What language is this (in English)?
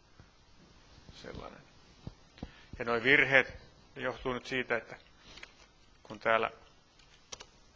Finnish